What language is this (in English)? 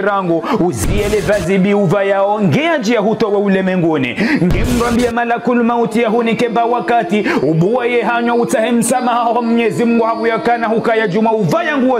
Ngazidja Comorian